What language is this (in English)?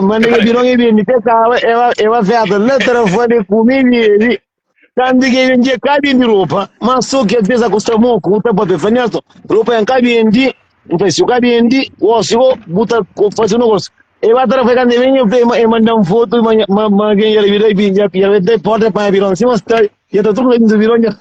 Kabuverdianu